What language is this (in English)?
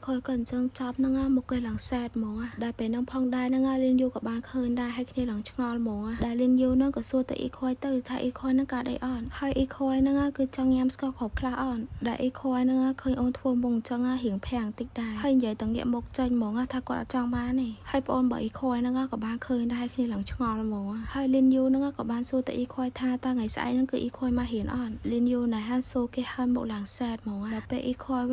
Khmer